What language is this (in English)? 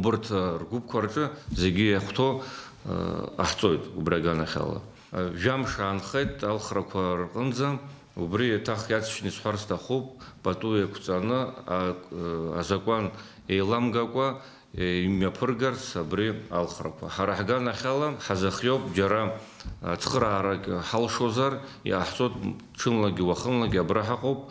Abkhazian